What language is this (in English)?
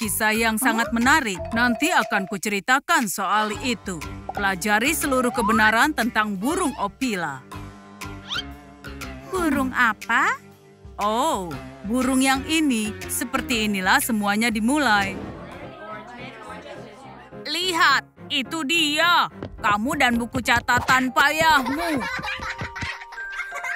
Indonesian